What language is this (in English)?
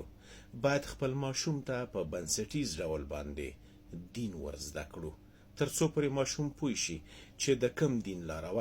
Pashto